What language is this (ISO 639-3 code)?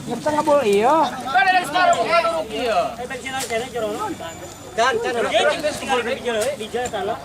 sun